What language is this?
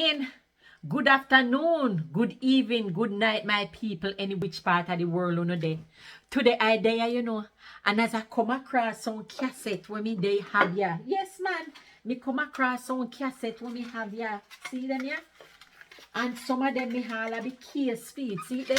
Jamaican Creole English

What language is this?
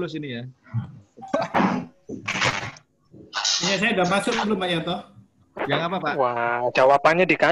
Indonesian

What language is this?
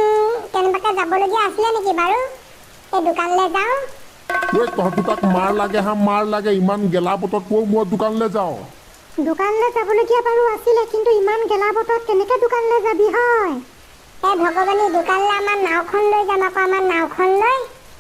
Assamese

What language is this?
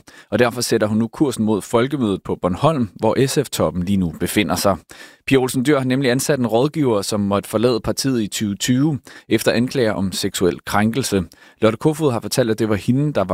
Danish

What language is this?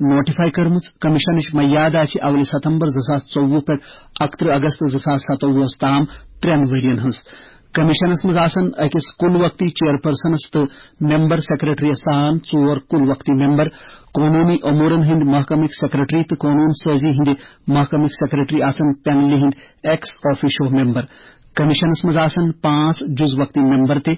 Kashmiri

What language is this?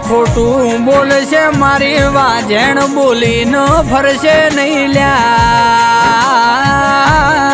Gujarati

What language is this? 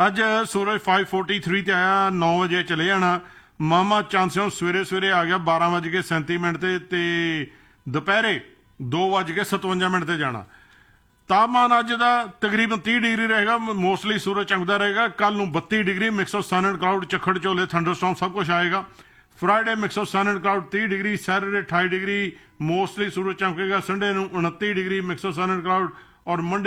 Punjabi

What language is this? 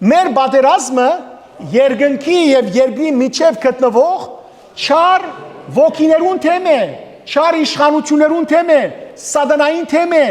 Western Armenian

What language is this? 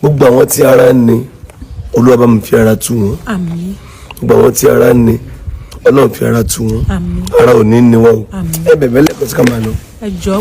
Yoruba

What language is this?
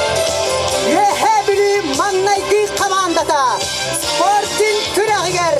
Yakut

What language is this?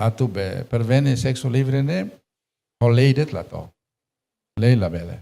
Tetum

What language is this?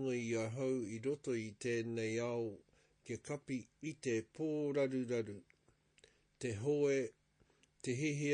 Māori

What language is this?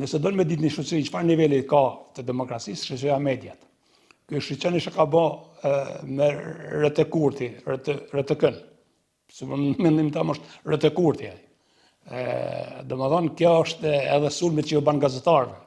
Albanian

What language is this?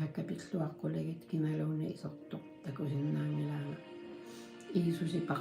Kalaallisut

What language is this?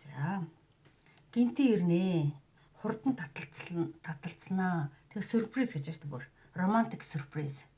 Mongolian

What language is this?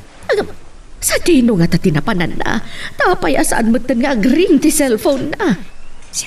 Iloko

